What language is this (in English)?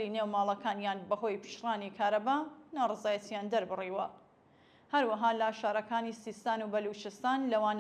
Central Kurdish